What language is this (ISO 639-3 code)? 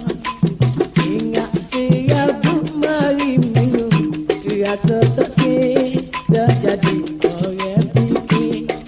mfa